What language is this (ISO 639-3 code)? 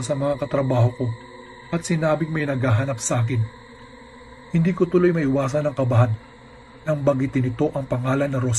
fil